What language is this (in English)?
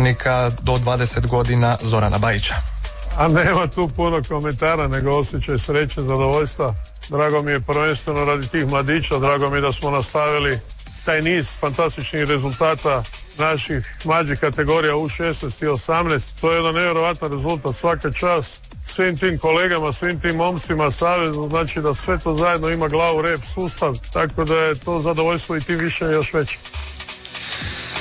Croatian